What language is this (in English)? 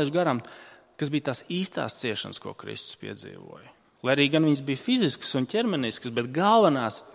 Latvian